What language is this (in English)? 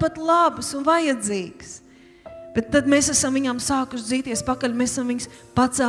Latvian